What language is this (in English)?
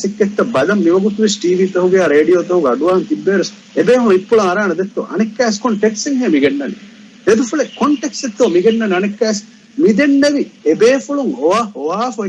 Divehi